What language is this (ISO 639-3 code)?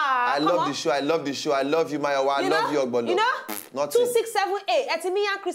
pcm